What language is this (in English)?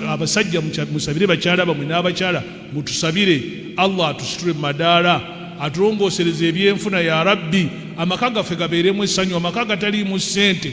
Ganda